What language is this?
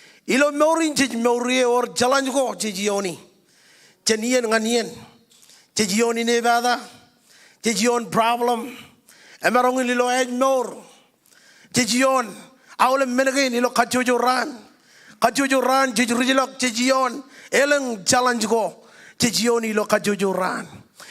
Marshallese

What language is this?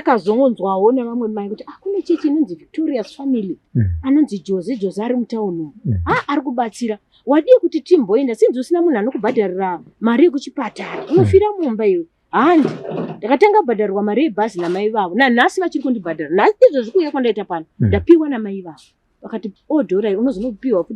Shona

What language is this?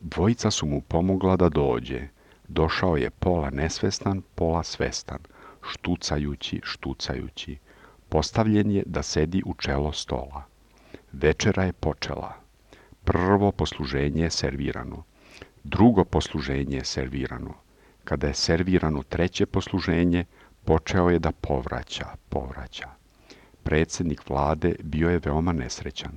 Serbian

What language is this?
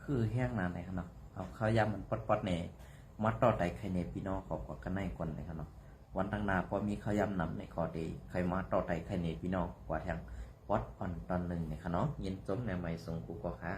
Shan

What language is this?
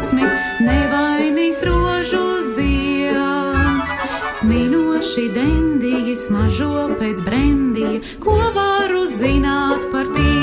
Latvian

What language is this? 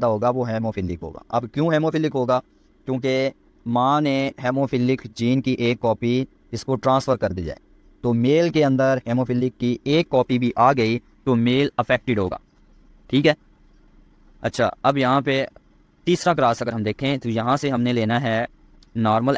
Hindi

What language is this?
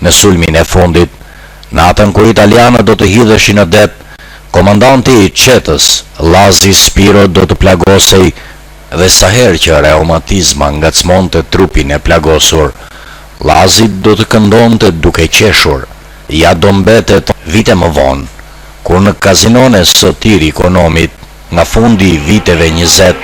Albanian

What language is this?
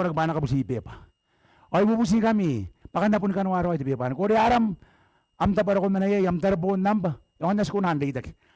Gilbertese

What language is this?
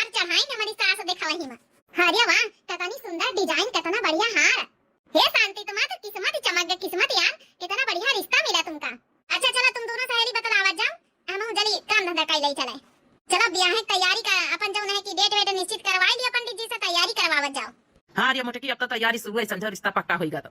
Awadhi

